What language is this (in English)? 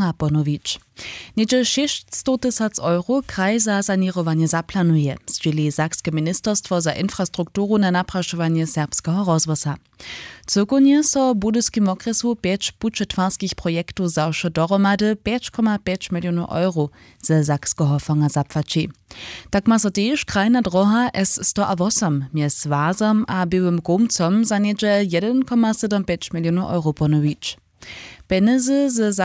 Upper Sorbian